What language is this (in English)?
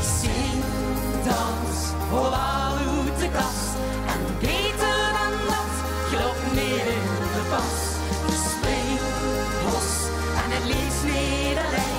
Limburgish